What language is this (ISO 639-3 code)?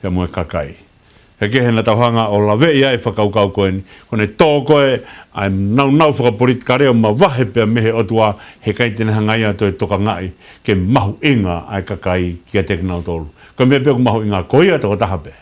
ton